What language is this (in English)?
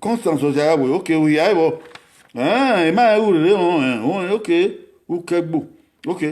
Bini